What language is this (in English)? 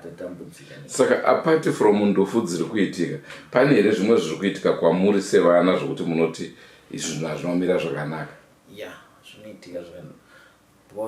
Shona